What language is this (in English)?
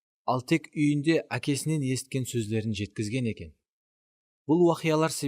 Kara-Kalpak